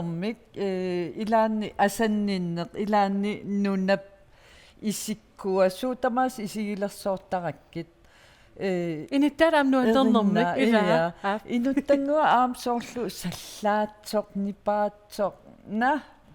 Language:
Kalaallisut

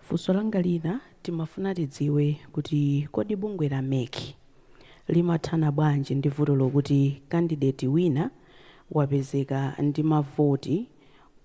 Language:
Nyanja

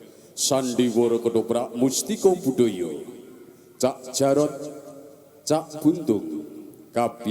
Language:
Javanese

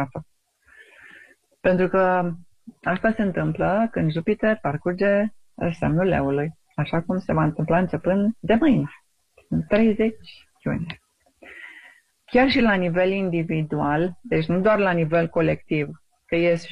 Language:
Romanian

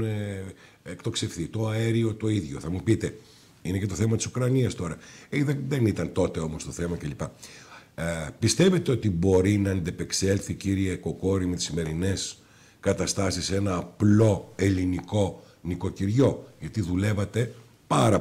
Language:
Greek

